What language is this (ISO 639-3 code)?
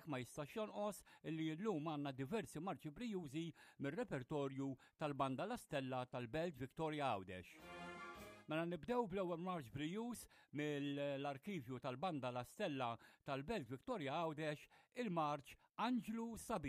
mlt